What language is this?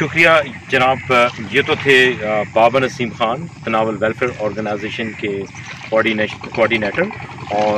Urdu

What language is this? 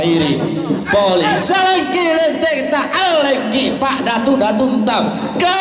Toraja-Sa'dan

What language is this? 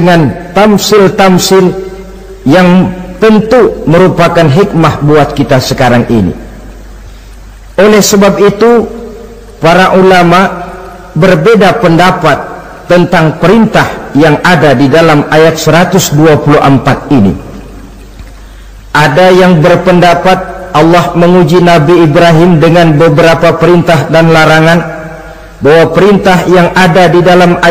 Indonesian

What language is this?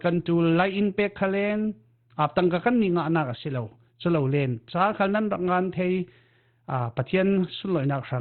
Falam Chin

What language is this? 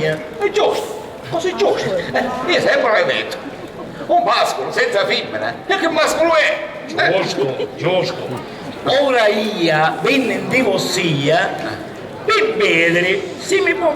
Sicilian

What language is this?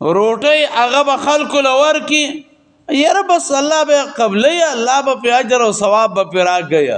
Pashto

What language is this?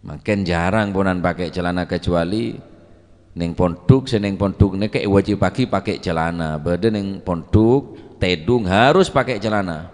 Madurese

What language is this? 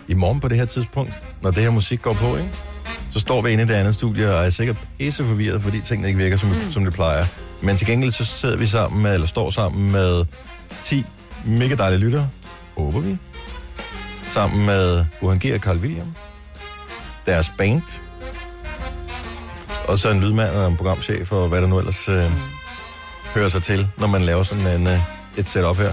Danish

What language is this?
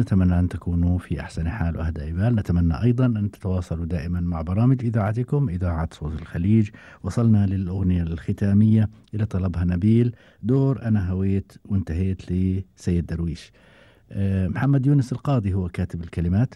Gulf Arabic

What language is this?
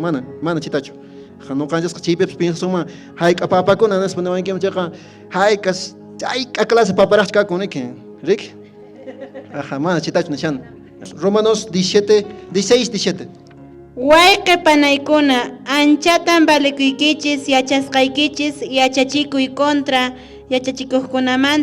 Quechua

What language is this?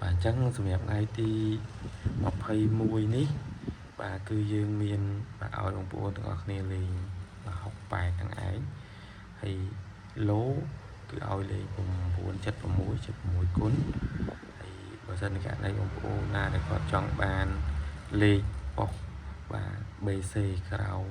Khmer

